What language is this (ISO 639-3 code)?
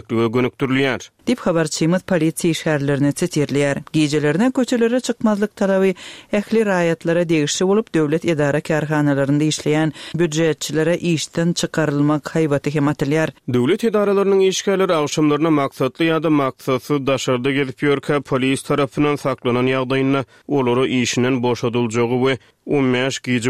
tuk